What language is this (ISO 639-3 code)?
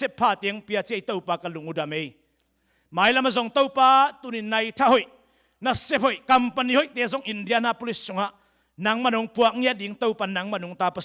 ctd